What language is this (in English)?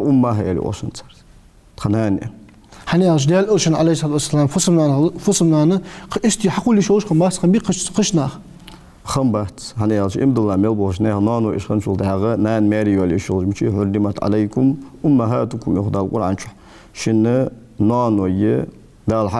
Ingush